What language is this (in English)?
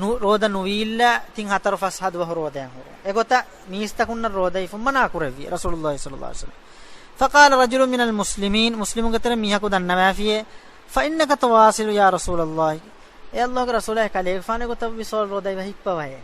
Divehi